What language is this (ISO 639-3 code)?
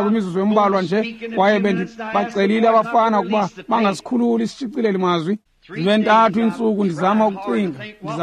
xho